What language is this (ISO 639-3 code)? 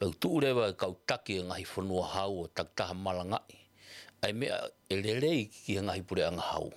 ton